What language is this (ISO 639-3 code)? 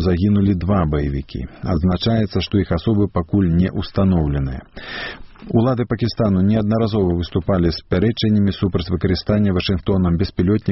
bel